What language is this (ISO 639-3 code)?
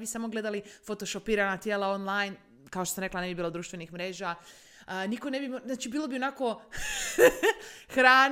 hrv